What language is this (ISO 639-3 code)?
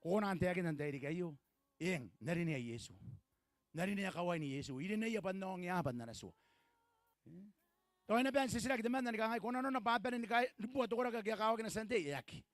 gil